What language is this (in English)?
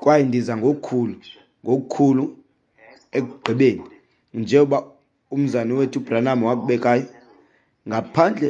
Xhosa